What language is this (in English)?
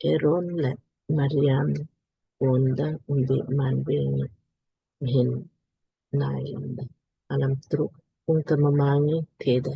Lamkang